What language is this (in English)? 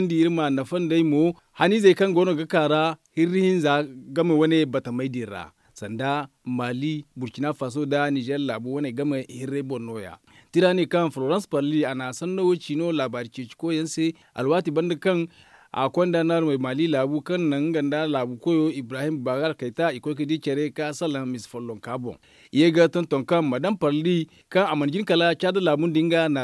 Zarma